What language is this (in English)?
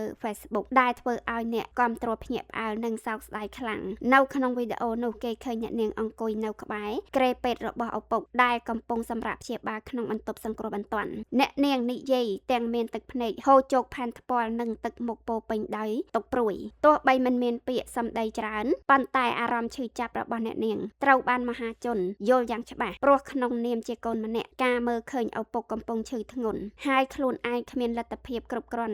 Khmer